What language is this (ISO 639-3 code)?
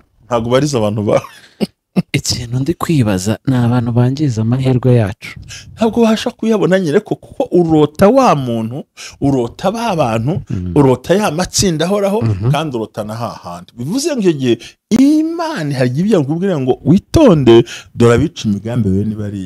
kin